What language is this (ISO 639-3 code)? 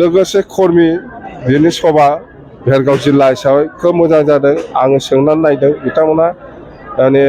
brx